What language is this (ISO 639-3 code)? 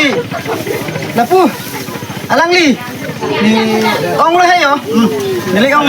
mjw